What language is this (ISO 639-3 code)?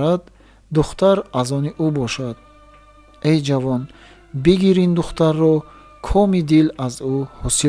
tgk